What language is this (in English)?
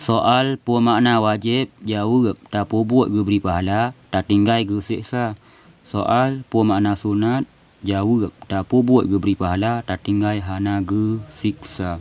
Achinese